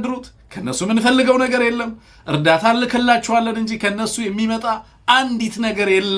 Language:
Amharic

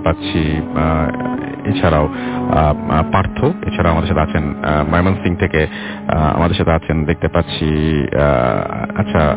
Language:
Bangla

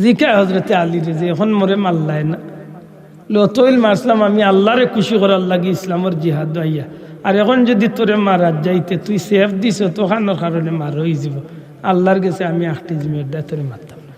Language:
Sylheti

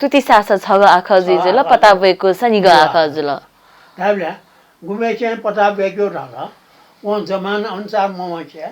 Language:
Newari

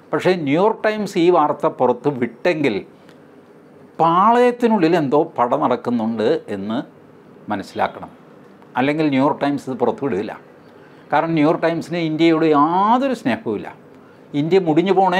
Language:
Malayalam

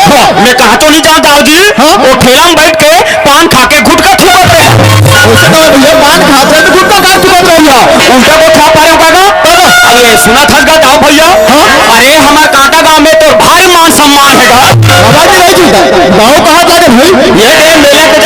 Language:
Chhattisgarhi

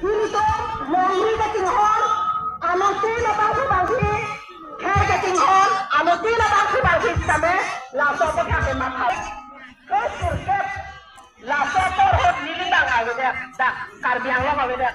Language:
Karbi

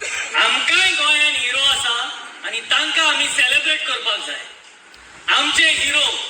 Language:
Konkani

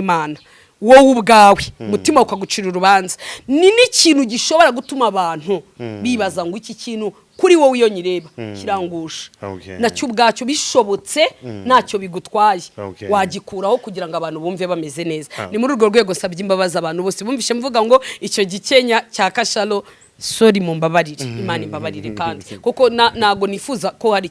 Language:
Kinyarwanda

